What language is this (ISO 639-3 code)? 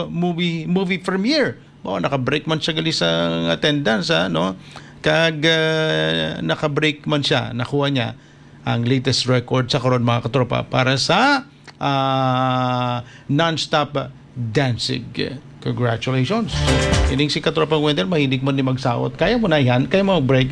hil